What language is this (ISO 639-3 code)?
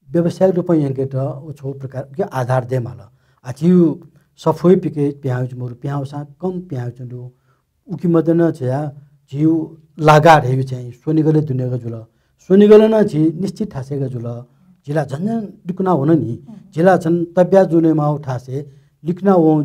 new